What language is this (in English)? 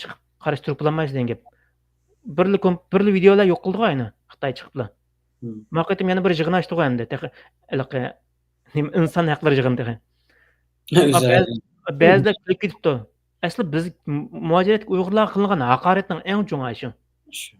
Uyghur